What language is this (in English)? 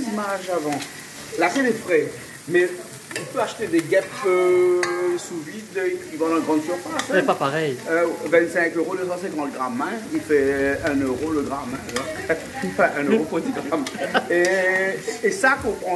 Réunion Creole French